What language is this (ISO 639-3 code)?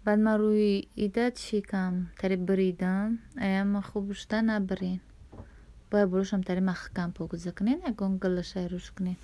tgk